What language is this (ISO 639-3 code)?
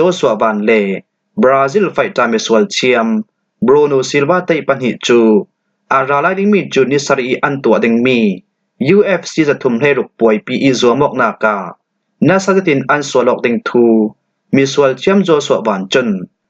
cfm